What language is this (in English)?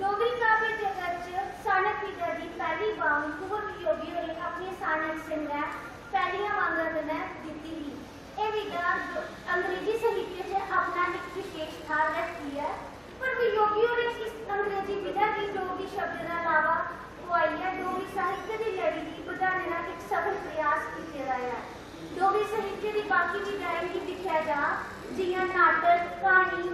Dogri